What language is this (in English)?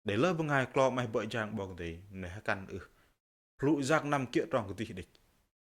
Bahnar